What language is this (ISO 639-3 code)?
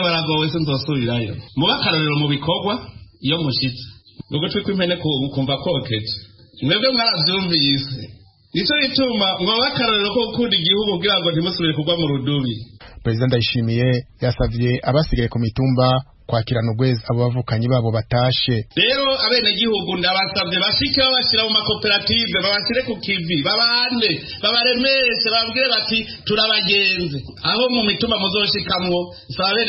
run